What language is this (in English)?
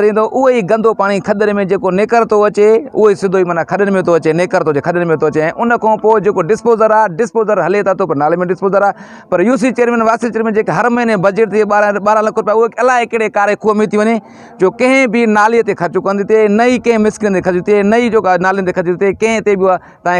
Sindhi